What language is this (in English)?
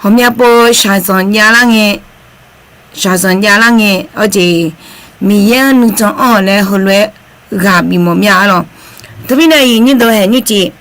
Akha